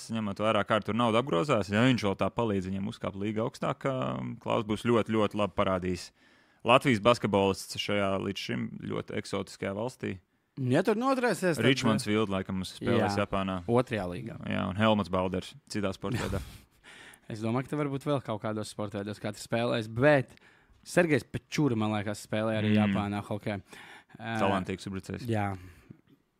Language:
Latvian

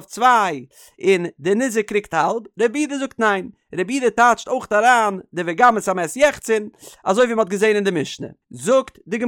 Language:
Yiddish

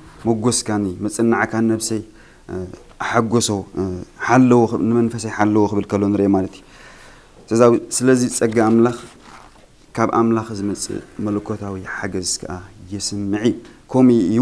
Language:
Tigrinya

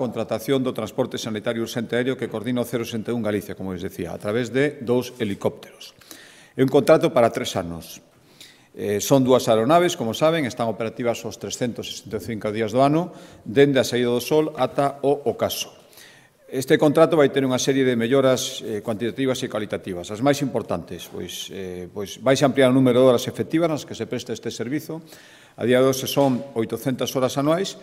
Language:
Galician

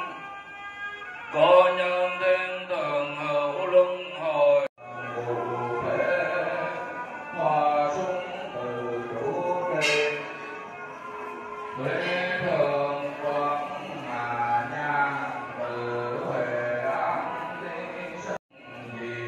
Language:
Vietnamese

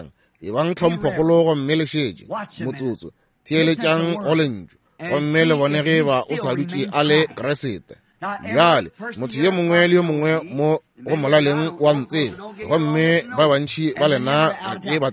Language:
Northern Sotho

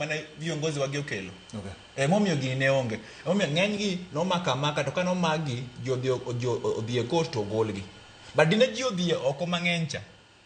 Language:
Luo (Kenya and Tanzania)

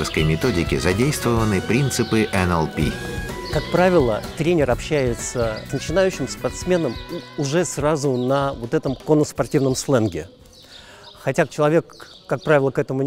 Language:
Russian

